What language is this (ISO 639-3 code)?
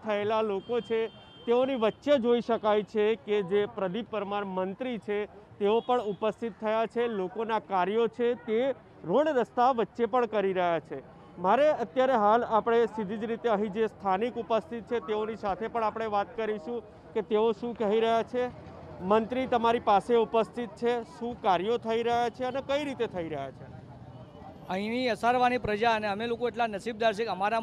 guj